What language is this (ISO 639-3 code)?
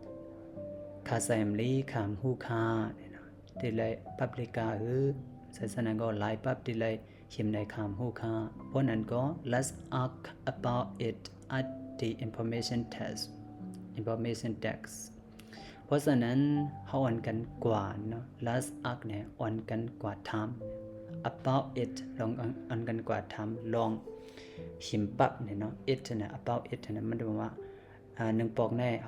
shn